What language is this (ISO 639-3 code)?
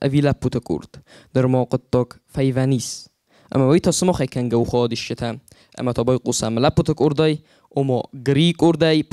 oss